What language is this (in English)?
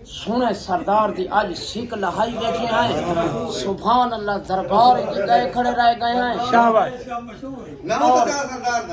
Saraiki